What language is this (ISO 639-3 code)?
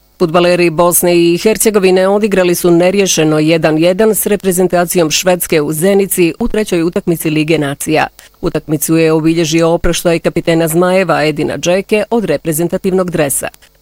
bos